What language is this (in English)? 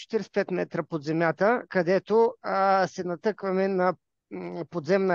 Bulgarian